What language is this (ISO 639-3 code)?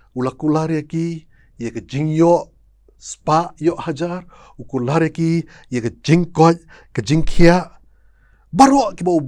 kha